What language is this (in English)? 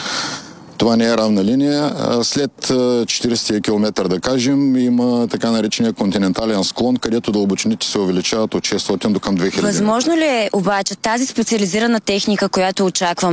Bulgarian